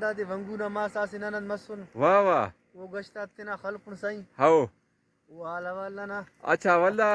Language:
Brahui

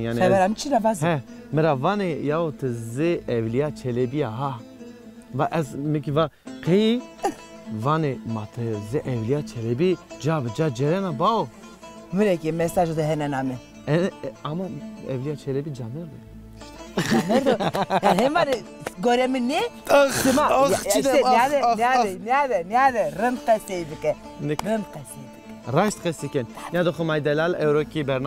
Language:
Zaza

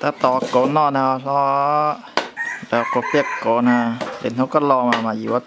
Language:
Hmong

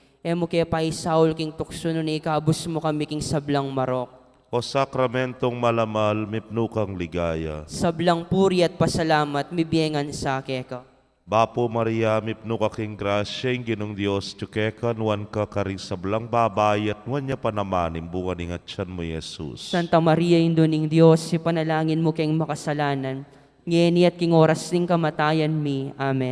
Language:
Pampanga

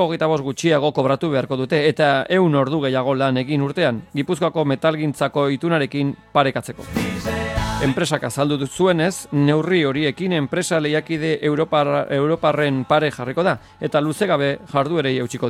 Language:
Basque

